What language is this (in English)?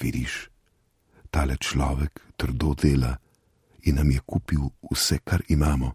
Slovenian